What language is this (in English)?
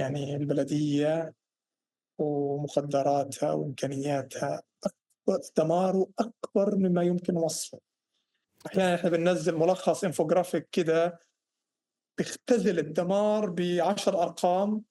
North Levantine Arabic